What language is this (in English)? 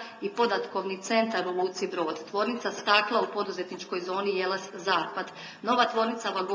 Croatian